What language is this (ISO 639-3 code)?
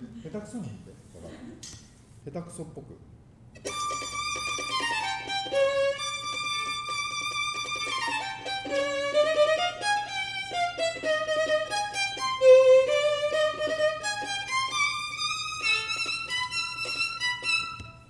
jpn